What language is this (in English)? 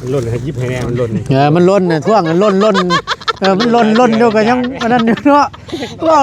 Northeastern Thai